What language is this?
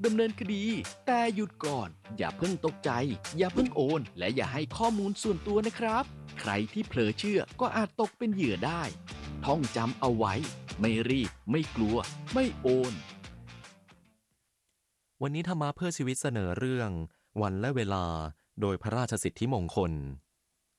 Thai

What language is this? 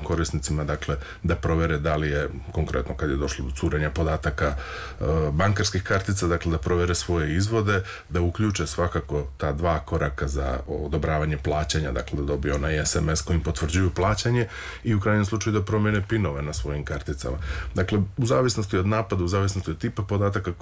Serbian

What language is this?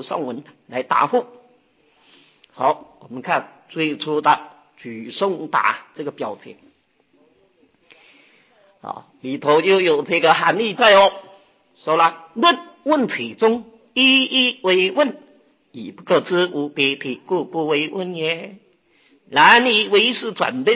Chinese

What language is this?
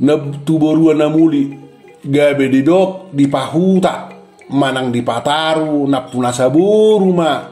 Batak Toba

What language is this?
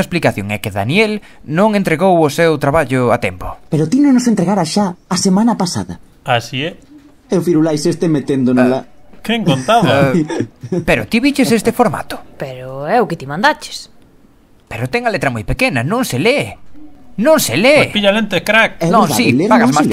Galician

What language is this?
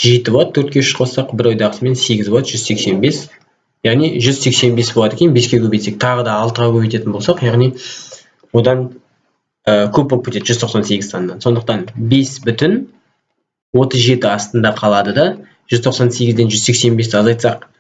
Kazakh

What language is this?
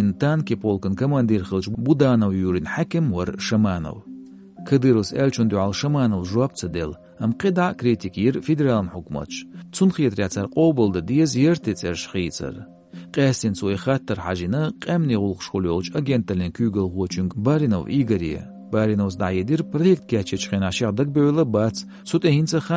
Chechen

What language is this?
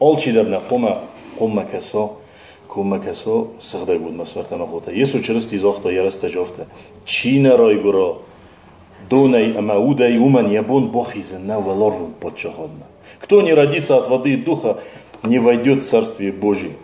Ossetic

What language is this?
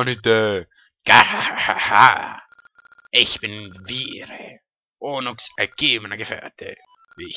Swiss German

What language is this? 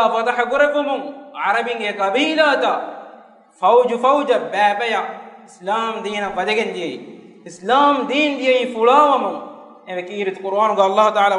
Divehi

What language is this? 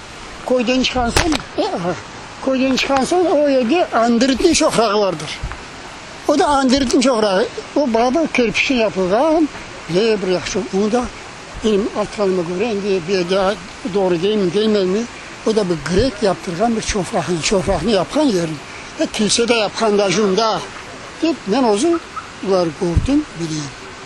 Crimean Tatar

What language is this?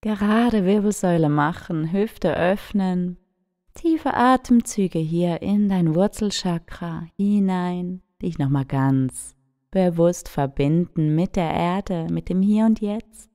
Swiss German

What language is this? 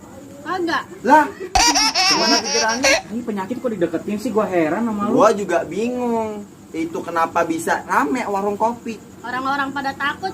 Betawi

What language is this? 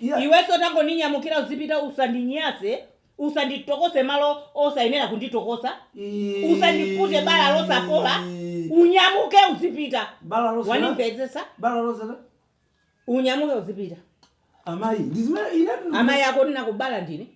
Nyanja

